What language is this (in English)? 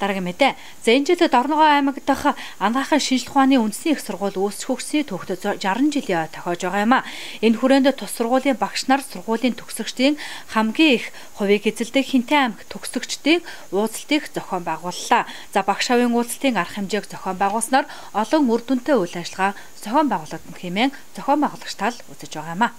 Mongolian